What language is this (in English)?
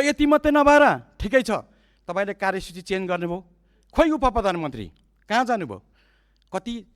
Nepali